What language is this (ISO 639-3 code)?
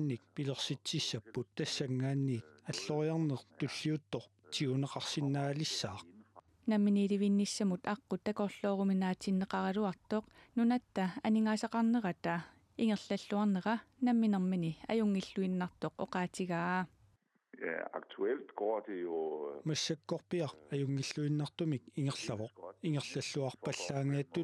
kal